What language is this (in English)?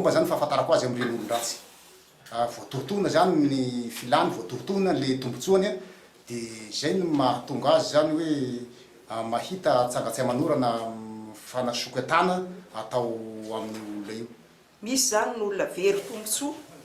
Malagasy